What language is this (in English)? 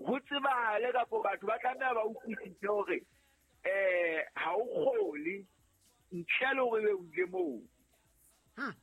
Southern Sotho